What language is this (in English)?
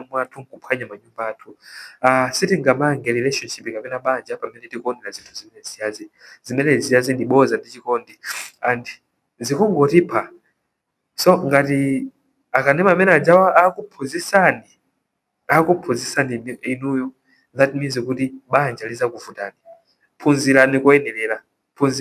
Nyanja